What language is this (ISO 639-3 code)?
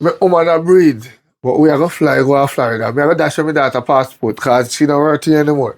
jam